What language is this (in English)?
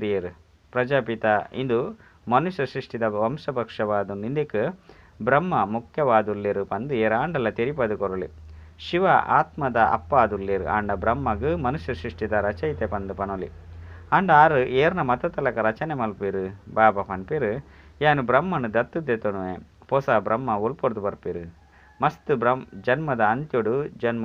Tulu